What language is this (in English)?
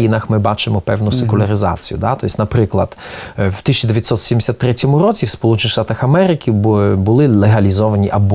Ukrainian